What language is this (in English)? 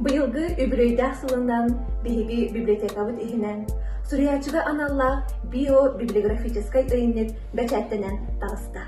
Yakut